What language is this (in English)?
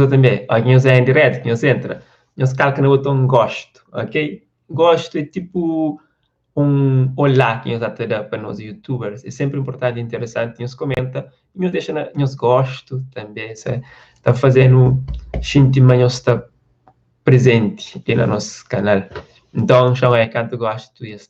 Kabuverdianu